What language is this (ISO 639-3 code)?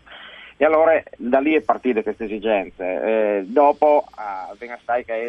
fur